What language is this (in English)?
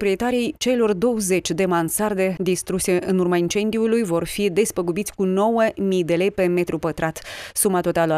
Romanian